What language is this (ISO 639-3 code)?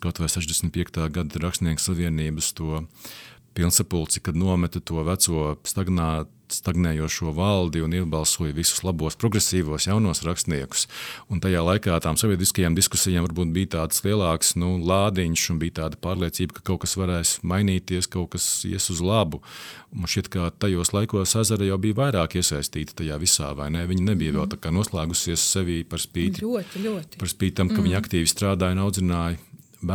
lav